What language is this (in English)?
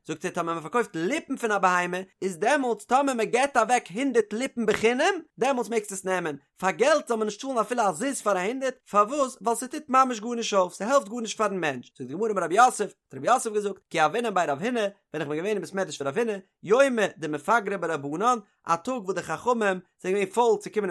Yiddish